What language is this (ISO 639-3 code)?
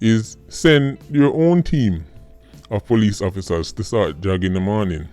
jam